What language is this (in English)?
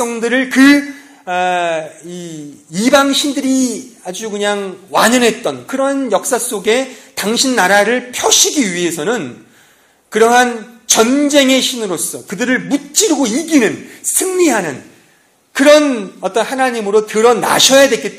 Korean